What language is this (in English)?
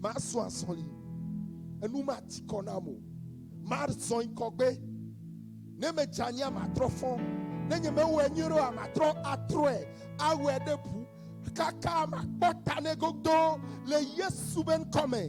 Ewe